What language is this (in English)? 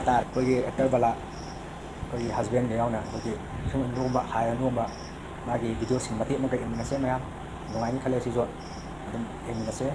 Manipuri